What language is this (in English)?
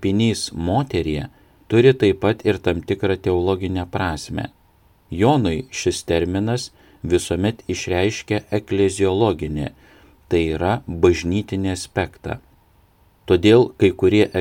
Lithuanian